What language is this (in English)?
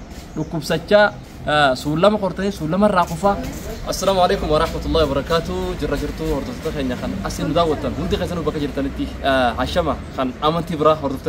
Oromo